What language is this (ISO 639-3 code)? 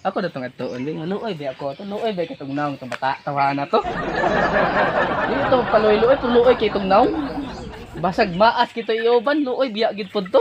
ceb